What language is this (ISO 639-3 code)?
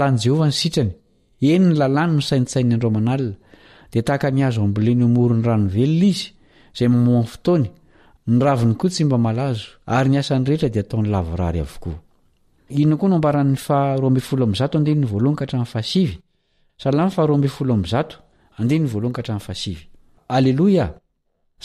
mlg